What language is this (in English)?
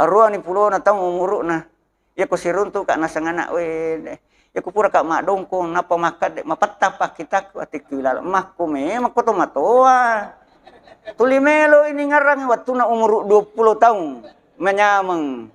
Buginese